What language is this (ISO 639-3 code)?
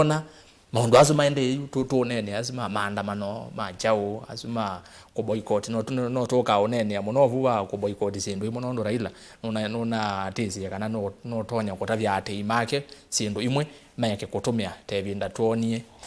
kam